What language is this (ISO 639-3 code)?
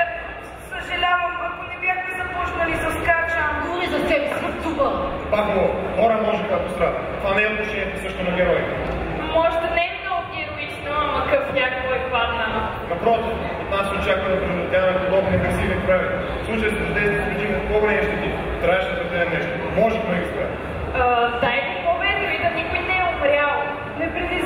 bul